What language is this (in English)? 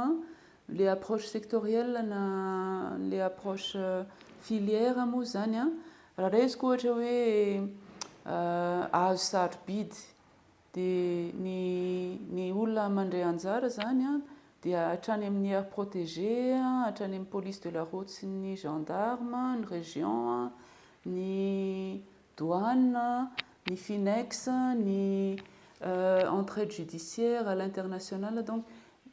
Malagasy